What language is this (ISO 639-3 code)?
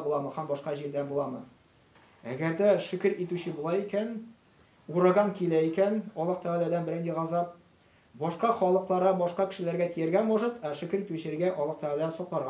tat